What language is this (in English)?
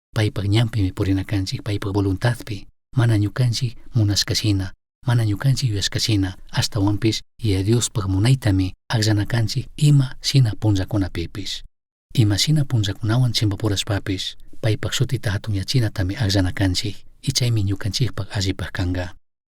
Chimborazo Highland Quichua